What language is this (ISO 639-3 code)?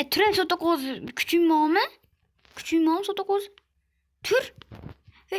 uzb